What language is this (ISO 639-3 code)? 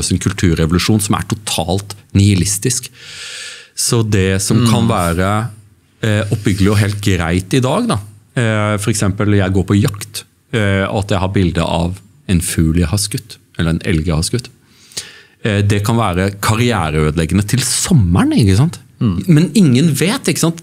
nor